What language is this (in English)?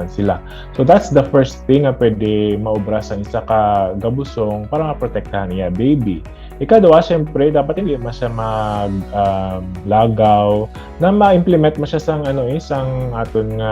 Hiligaynon